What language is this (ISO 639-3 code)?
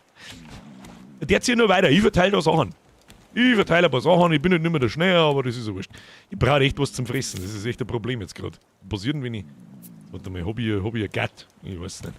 bar